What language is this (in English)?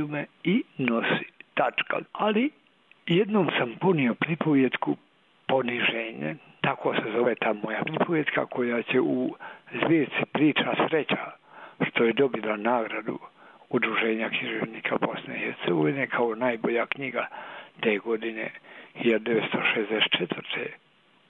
Bosnian